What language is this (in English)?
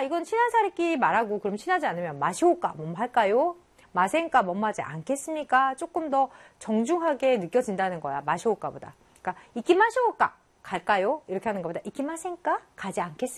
Korean